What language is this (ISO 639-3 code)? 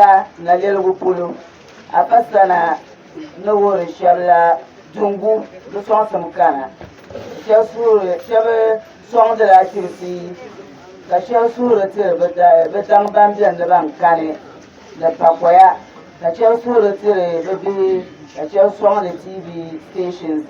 dag